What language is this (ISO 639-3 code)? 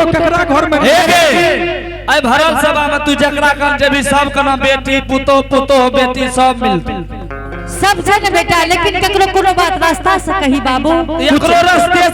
anp